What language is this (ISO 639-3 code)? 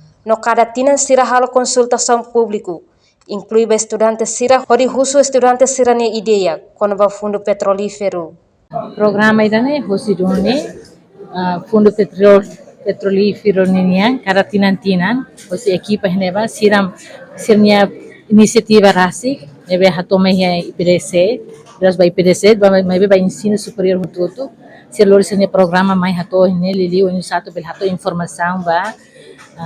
tet